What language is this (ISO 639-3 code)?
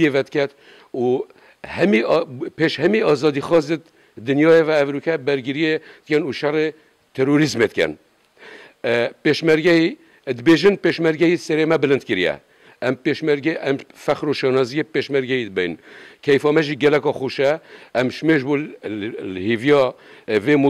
kur